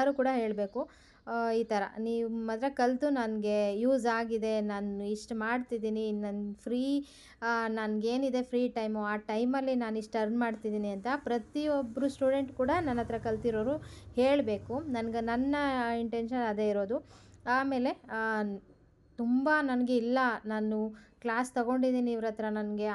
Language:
Kannada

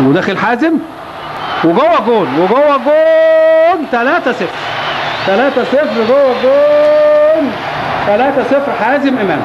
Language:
Egyptian Arabic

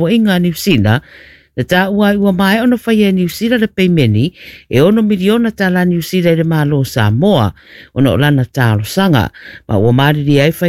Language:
Samoan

